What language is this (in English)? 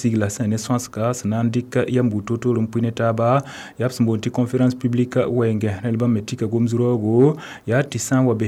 Mossi